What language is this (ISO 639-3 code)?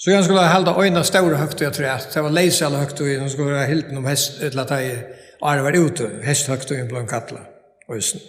fao